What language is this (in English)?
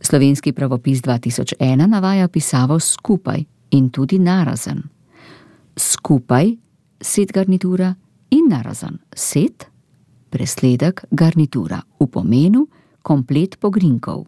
Slovenian